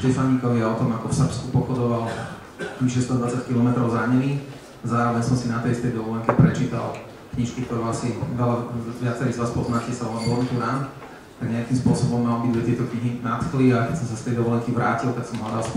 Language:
Slovak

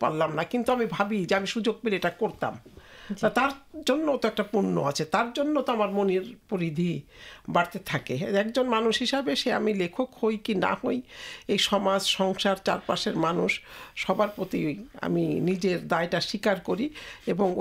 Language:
Bangla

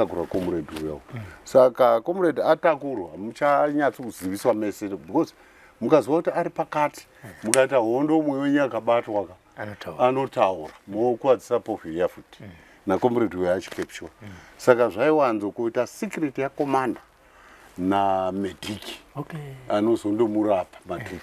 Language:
Shona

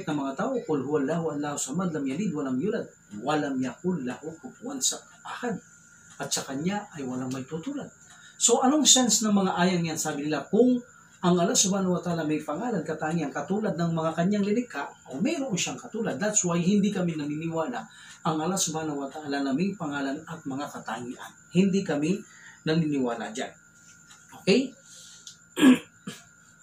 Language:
Filipino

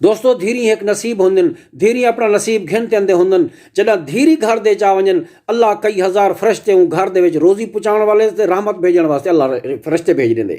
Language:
Saraiki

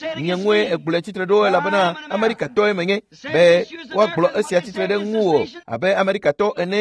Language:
Ewe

